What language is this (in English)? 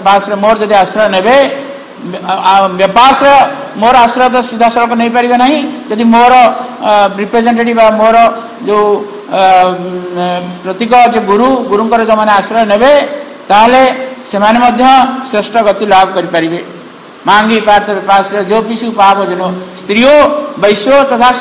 Odia